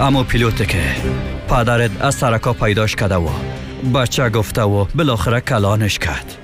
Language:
Persian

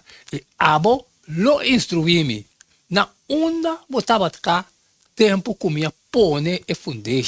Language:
Papiamento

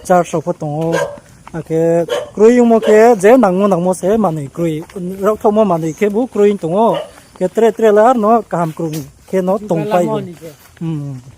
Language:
Riang (India)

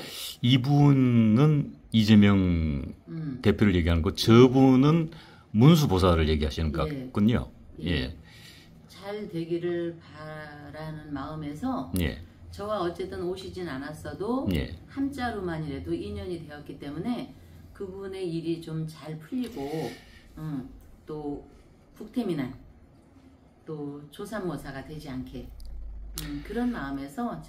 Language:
Korean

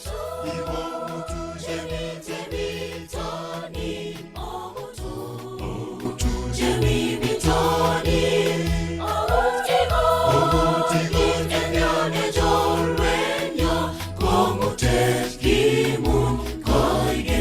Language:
Kalenjin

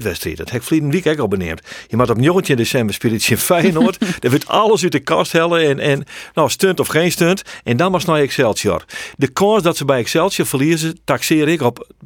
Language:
Western Frisian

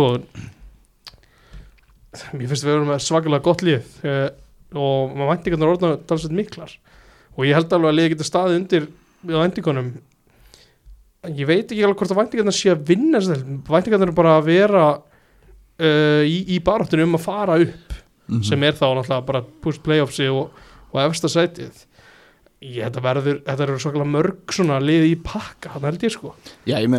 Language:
Icelandic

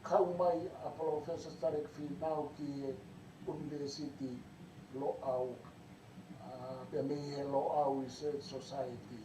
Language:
Tongan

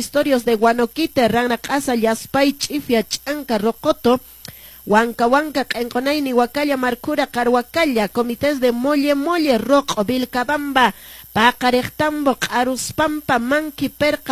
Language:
Quechua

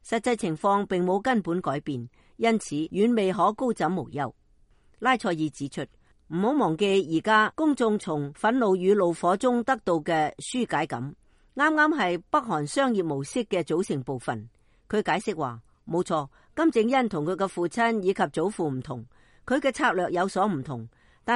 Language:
Cantonese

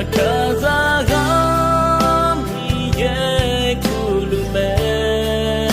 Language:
Akha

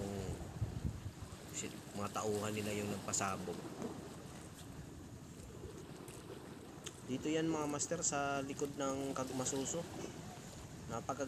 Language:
Filipino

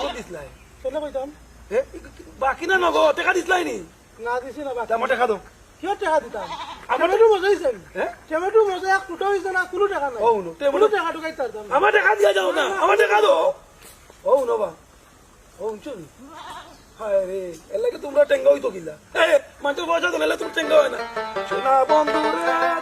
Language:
Sylheti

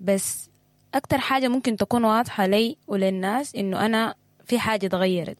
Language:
Sudanese Arabic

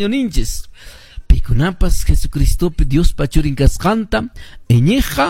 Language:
Quechua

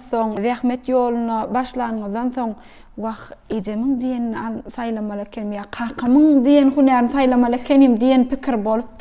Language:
Turkmen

